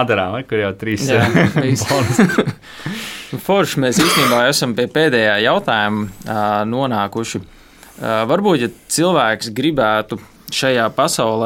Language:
Latvian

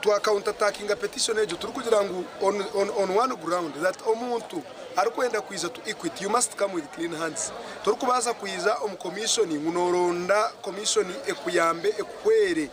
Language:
Nyankole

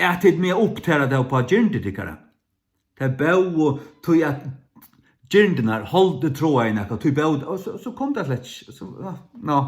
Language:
Faroese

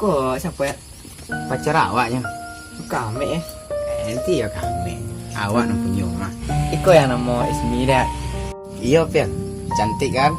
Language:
Minangkabau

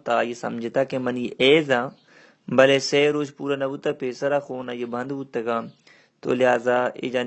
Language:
Baluchi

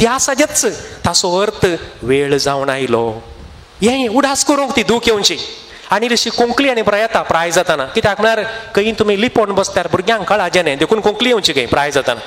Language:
Konkani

